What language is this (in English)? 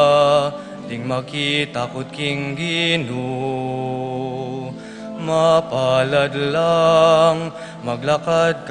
Pampanga